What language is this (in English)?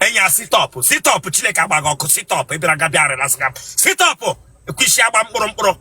Igbo